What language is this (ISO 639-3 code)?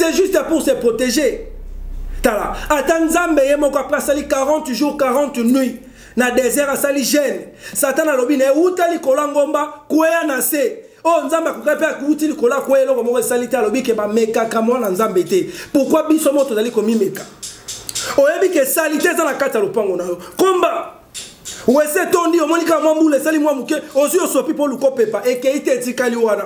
lin